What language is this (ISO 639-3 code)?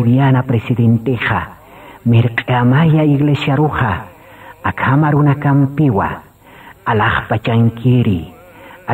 aym